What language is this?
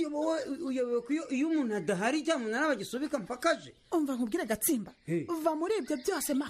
Kinyarwanda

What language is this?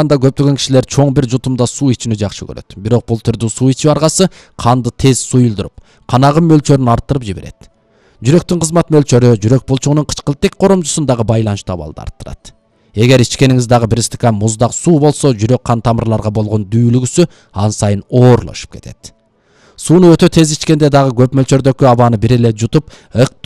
Kyrgyz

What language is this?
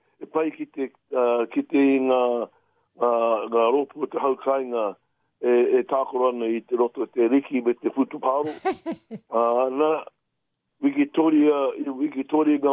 Māori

